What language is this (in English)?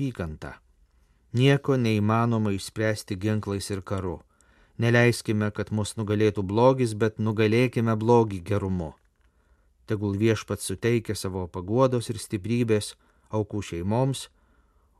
Lithuanian